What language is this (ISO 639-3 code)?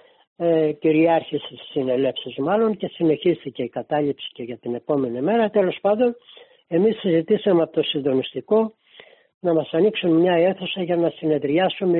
ell